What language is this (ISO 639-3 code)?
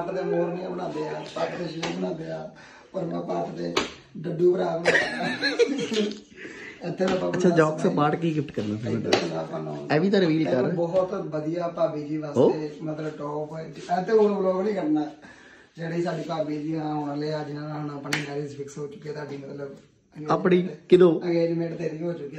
pan